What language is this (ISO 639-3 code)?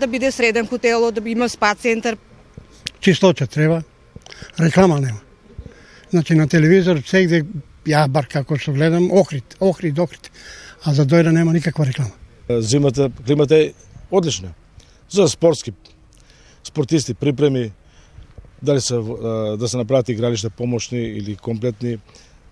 mkd